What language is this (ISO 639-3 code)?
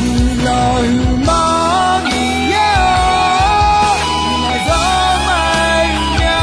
ahk